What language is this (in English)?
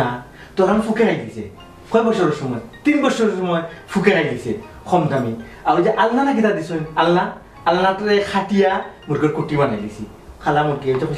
Sylheti